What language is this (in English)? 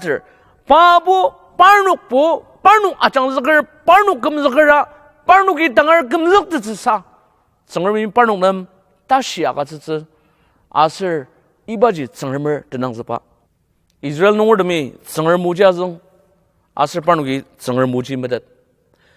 Ao Naga